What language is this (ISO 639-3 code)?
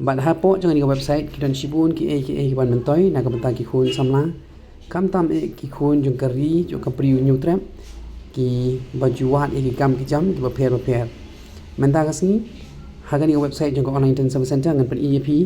kha